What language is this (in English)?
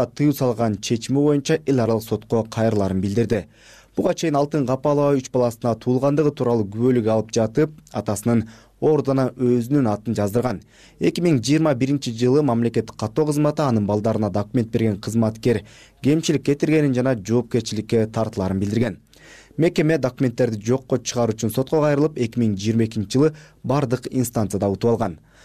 Kyrgyz